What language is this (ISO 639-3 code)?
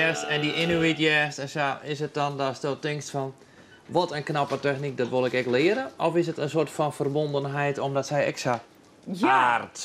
fry